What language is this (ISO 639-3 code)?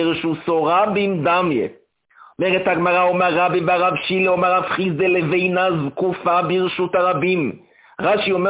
heb